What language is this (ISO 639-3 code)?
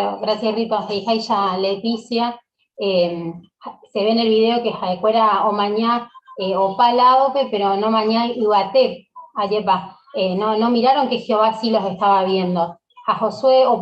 grn